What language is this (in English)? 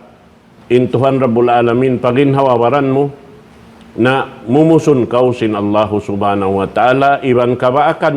Tausug